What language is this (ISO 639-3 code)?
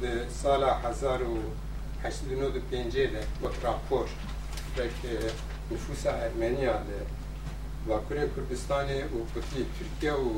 kur